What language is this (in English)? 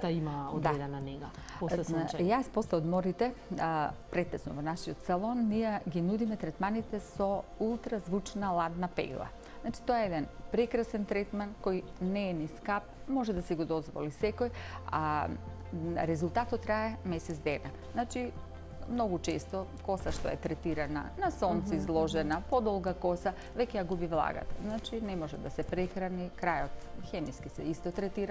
Macedonian